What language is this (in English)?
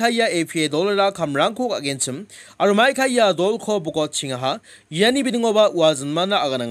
Garo